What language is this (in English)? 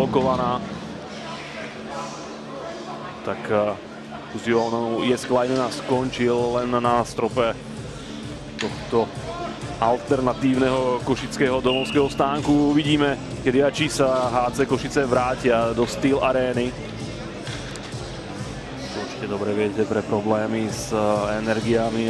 Slovak